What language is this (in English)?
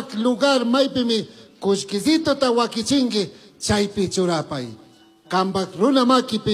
Chimborazo Highland Quichua